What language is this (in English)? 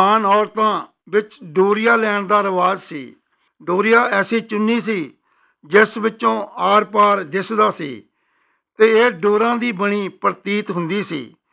Punjabi